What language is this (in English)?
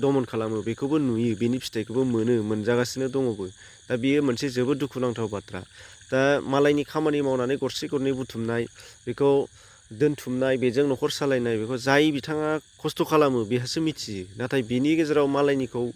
Bodo